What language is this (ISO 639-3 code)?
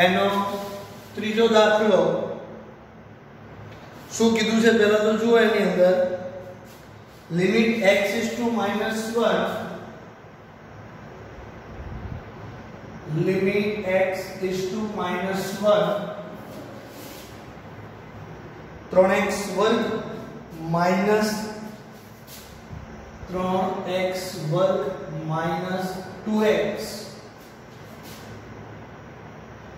guj